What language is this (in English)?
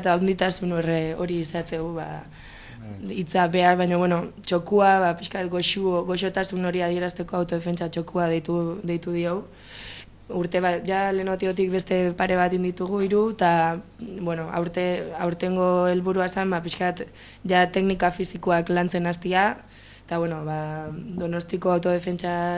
Basque